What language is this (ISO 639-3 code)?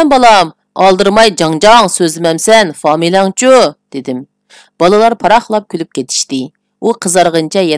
uig